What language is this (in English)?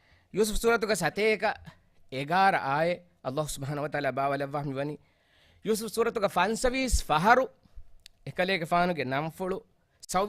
Divehi